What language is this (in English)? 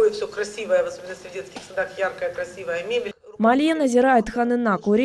Crimean Tatar